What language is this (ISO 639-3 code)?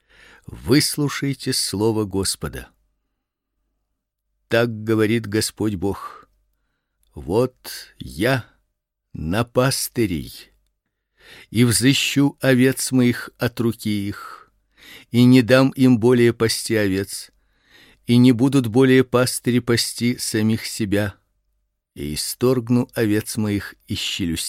rus